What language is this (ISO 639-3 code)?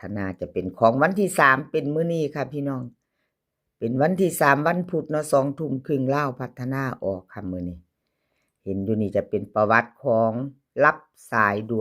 tts